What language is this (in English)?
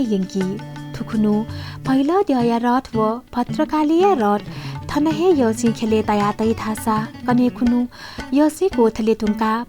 Newari